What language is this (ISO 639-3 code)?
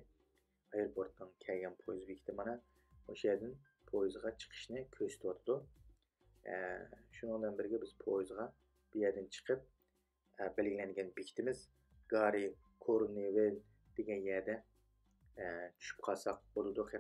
uig